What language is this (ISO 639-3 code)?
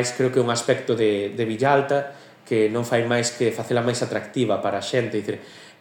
glg